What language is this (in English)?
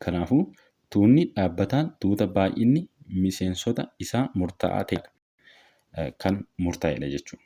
Oromo